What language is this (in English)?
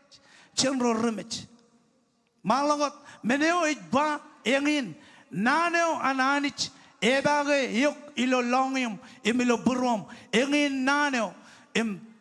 Marshallese